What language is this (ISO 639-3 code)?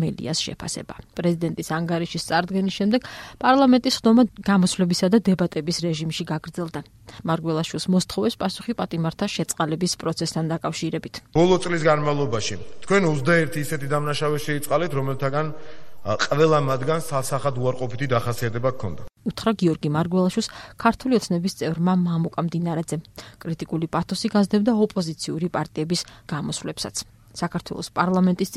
kat